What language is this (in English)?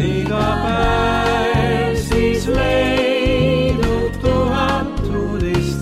Estonian